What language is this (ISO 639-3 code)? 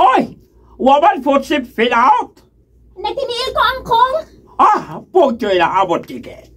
ceb